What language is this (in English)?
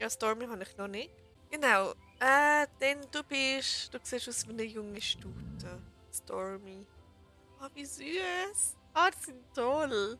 Swiss German